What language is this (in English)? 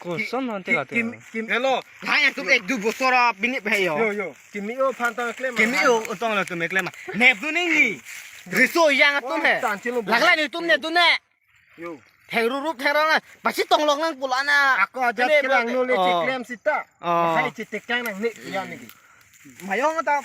Karbi